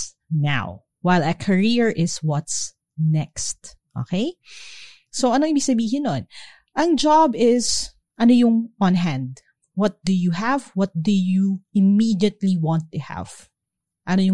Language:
Filipino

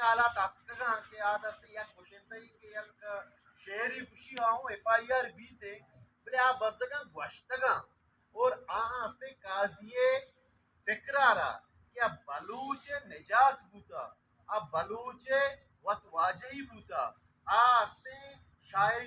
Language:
Baluchi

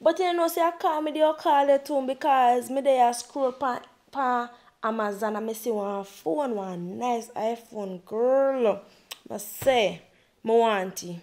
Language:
Jamaican Creole English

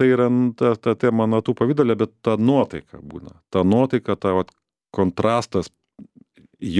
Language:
Lithuanian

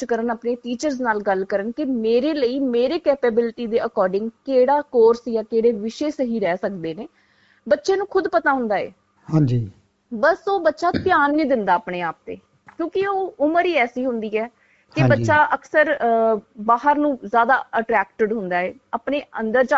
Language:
Punjabi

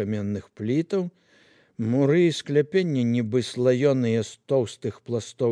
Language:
Belarusian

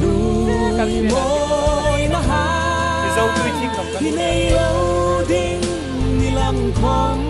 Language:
Hmar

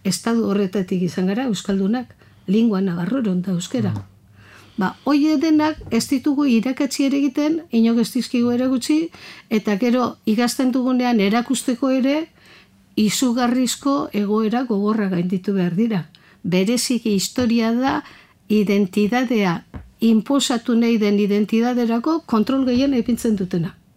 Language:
Basque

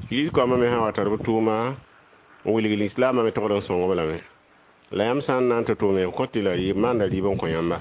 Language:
Mossi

